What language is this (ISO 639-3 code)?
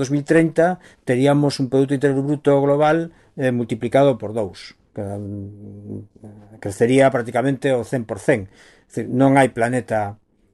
glg